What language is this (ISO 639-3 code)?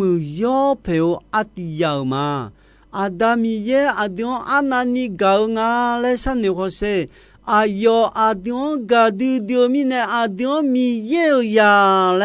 ahk